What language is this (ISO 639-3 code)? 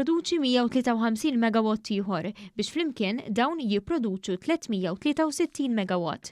mlt